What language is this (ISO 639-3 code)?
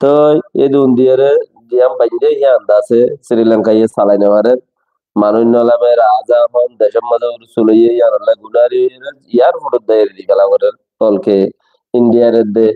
rhg